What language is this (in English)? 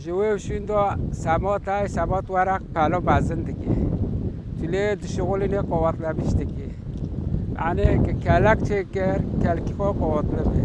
Kurdish